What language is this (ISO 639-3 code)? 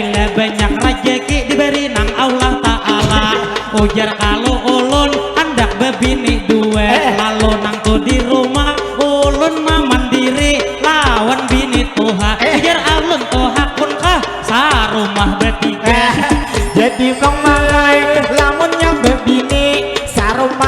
bjn